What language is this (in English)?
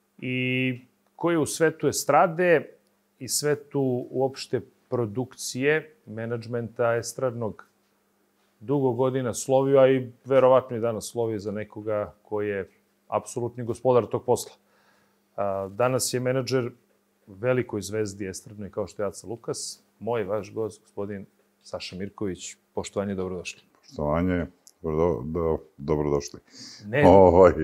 Serbian